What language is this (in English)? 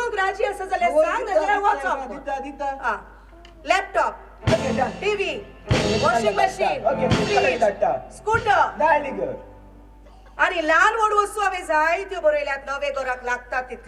Konkani